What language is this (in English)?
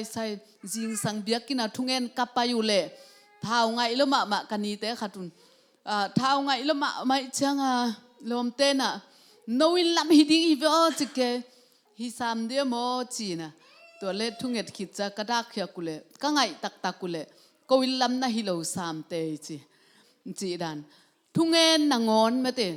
Tedim Chin